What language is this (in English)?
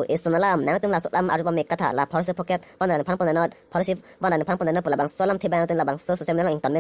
Karbi